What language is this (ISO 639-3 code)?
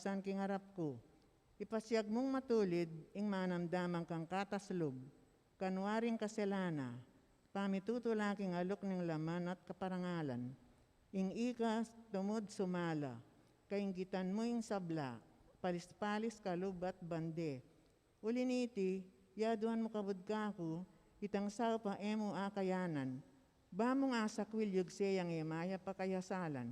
pam